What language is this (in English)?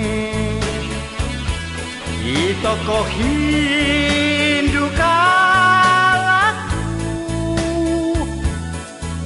Indonesian